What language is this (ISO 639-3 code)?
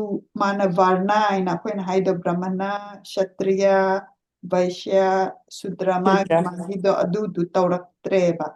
mni